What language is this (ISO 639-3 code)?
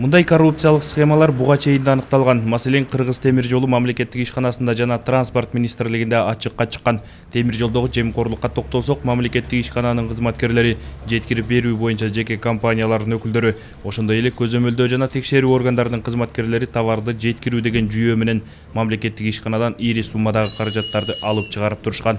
kir